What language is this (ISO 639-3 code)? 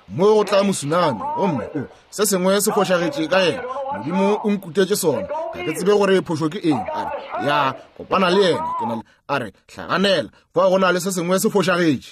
nso